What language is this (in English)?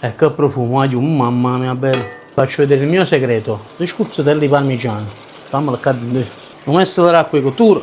Neapolitan